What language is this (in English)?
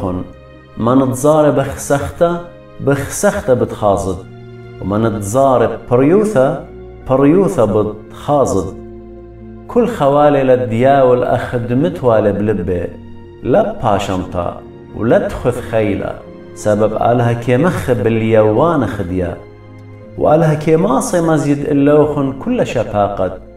Assyrian Neo-Aramaic